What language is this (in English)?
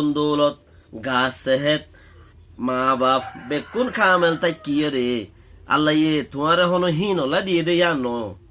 Rohingya